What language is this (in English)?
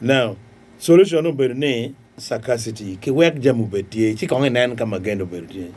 Acoli